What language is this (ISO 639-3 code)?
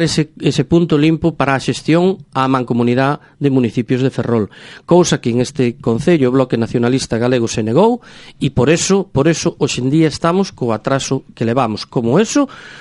glg